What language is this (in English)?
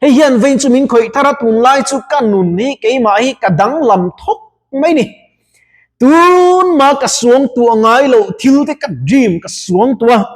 Mizo